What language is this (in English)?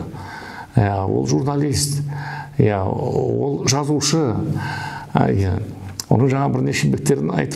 Kazakh